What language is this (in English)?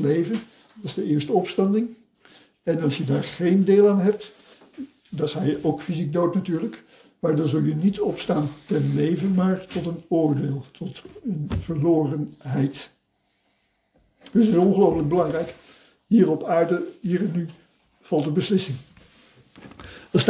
Dutch